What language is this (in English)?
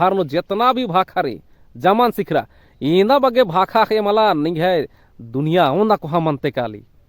Kurukh